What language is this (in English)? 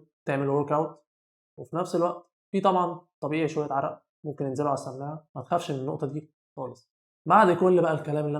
Egyptian Arabic